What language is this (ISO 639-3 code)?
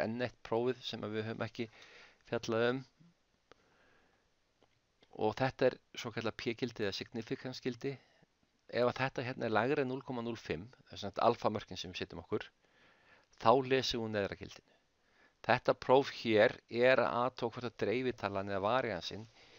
isl